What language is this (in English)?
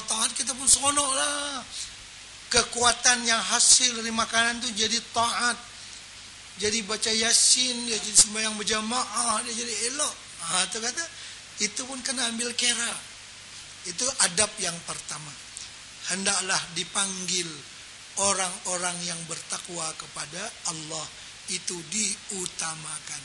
Malay